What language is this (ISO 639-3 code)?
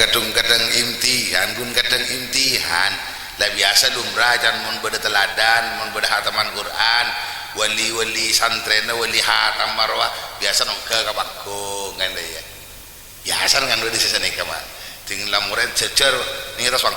mad